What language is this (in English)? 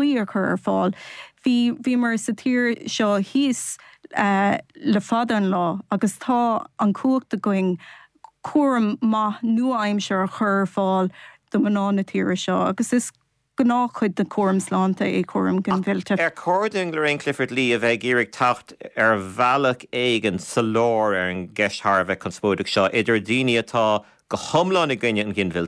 Irish